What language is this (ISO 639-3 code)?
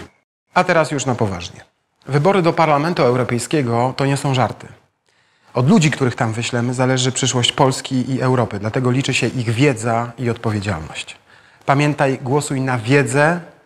pol